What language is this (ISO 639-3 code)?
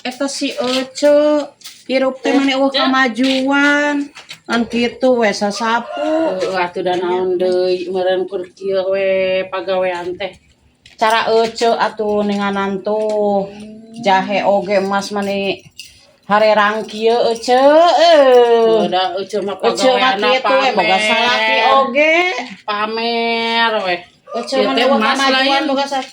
sun